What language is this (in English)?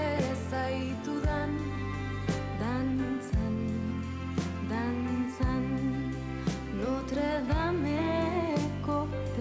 Basque